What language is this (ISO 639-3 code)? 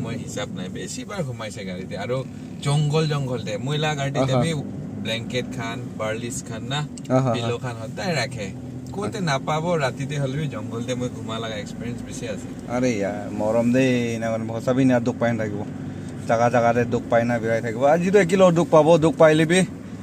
nag